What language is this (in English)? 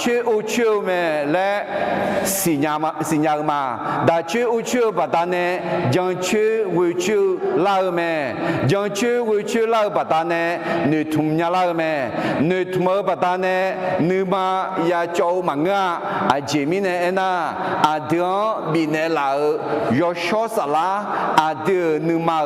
Akha